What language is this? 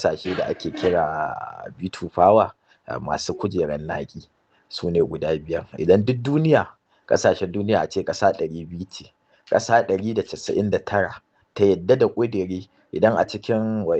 Hausa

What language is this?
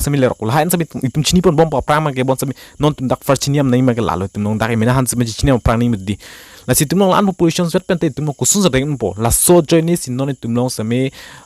Karbi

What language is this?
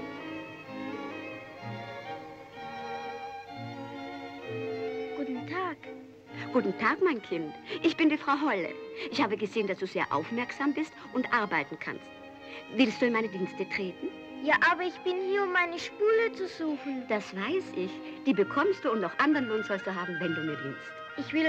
German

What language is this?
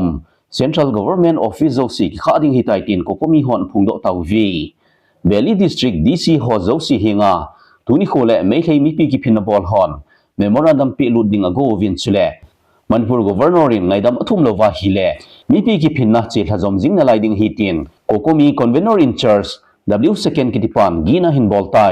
Thado Chin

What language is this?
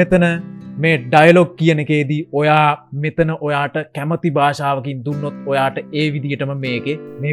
Sinhala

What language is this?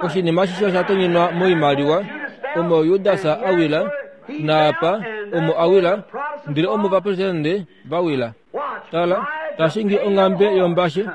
Kuanyama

